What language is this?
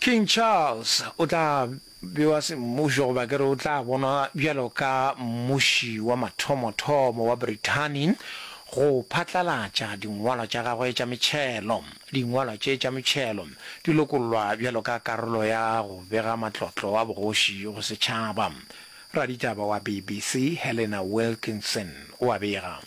Northern Sotho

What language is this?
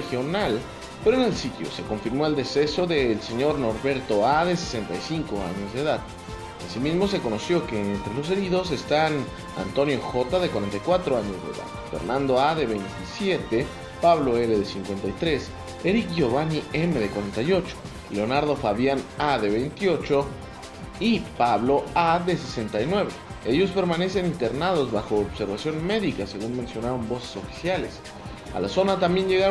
Spanish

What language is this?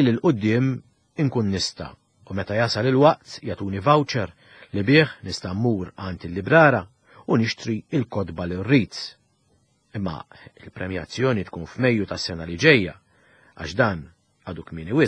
Maltese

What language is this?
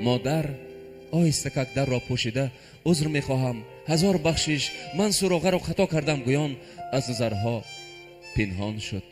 Tajik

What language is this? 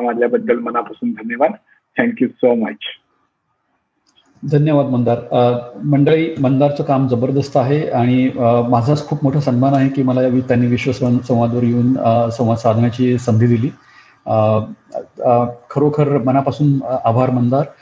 Marathi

